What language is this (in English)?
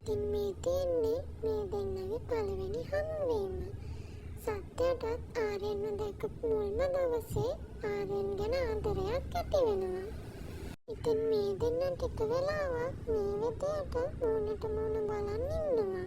Sinhala